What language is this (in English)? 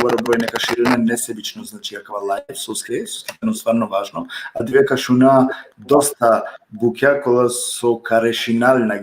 Balkan Romani